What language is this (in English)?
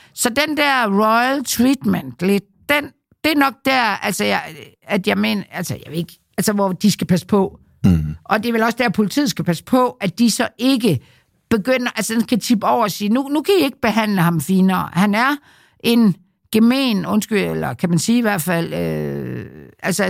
Danish